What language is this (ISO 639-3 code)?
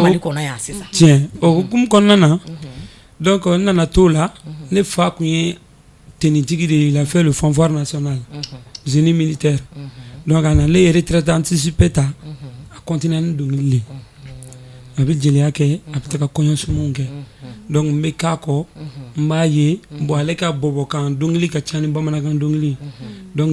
bam